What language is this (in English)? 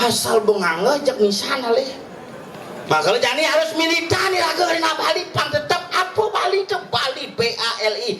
Balinese